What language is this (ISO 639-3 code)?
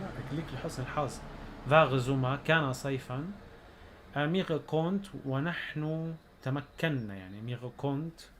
apc